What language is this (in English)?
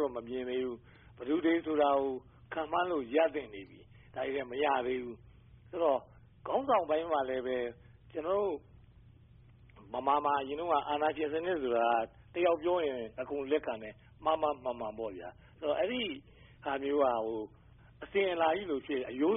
Burmese